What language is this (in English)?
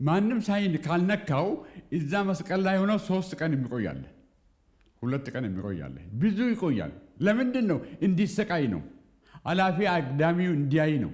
Amharic